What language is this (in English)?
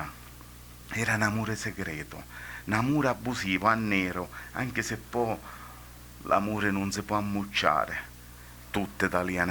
Sicilian